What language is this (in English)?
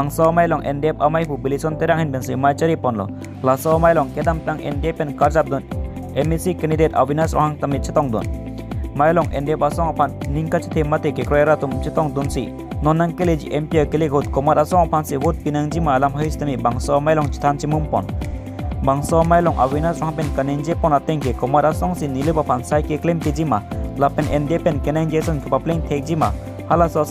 Karbi